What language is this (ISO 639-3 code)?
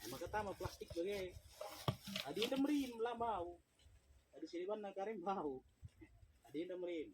btx